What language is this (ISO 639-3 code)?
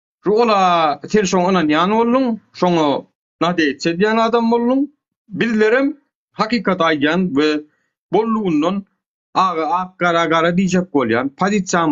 tuk